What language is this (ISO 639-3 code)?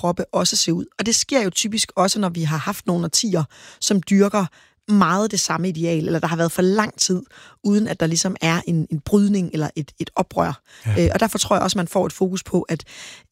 dan